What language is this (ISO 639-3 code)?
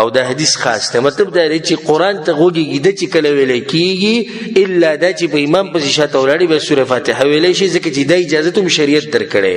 pus